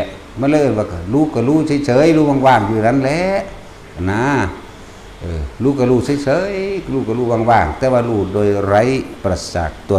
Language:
Northeastern Thai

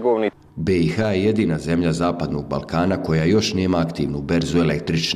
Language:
Bosnian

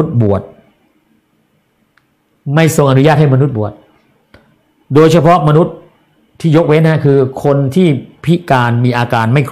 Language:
Thai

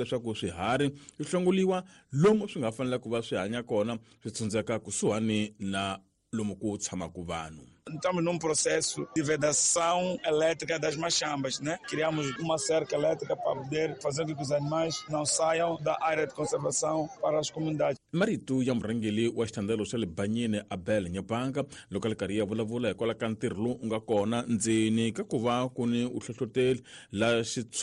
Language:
Tsonga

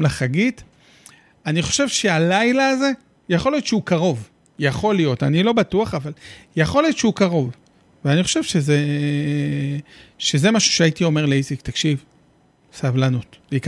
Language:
Hebrew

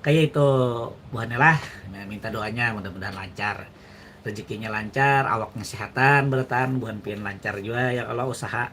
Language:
Banjar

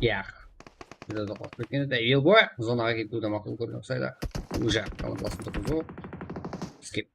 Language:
Kara-Kalpak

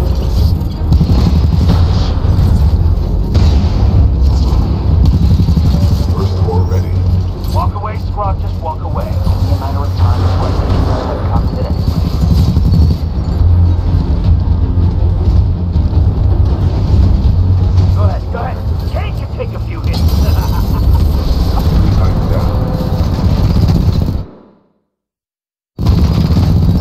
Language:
English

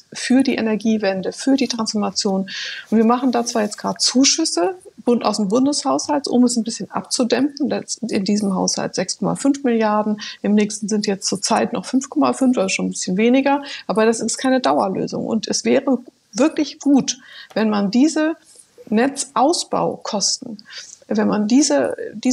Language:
German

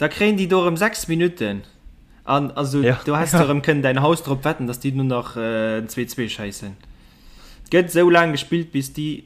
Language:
Luxembourgish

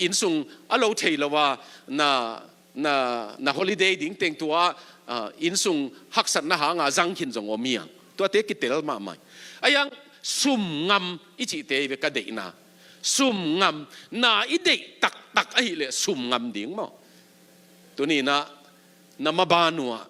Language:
Tedim Chin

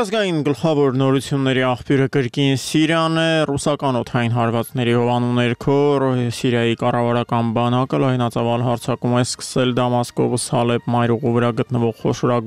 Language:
Armenian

